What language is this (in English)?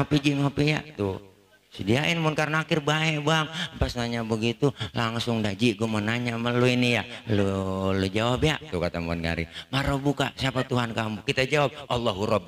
Betawi